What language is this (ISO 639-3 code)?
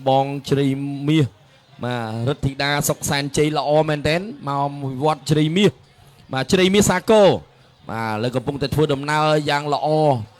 khm